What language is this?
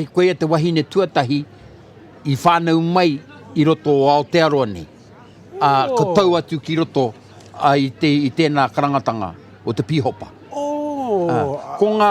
Māori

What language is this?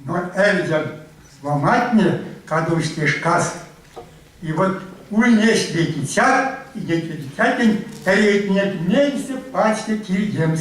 Erzya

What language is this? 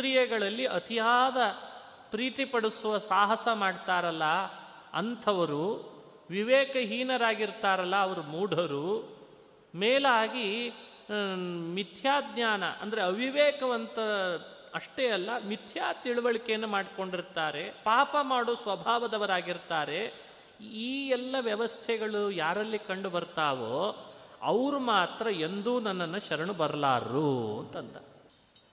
Kannada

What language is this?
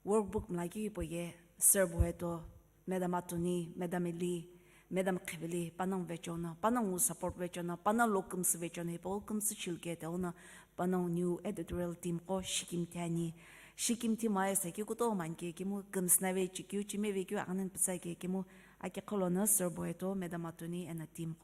Sumi Naga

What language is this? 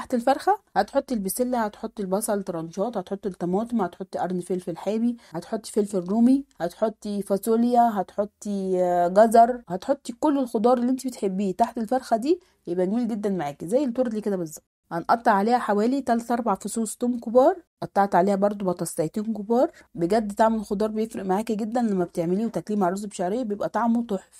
Egyptian Arabic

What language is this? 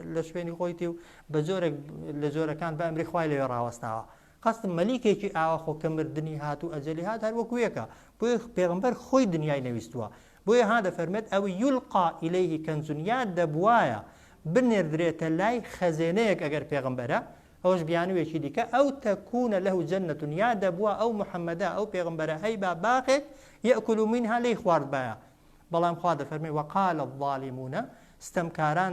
Central Kurdish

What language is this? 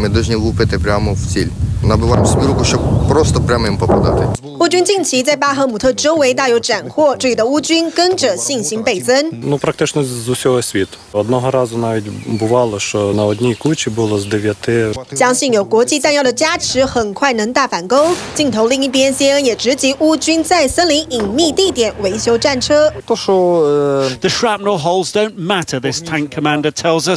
Chinese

